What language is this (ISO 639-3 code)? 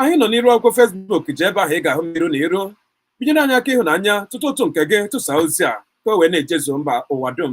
ibo